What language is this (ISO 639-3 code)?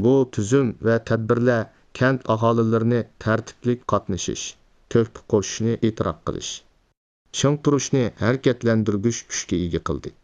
uig